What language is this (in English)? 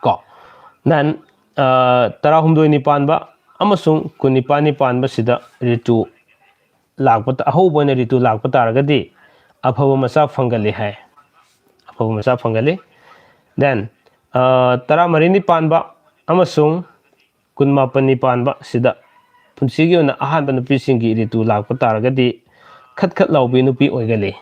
Manipuri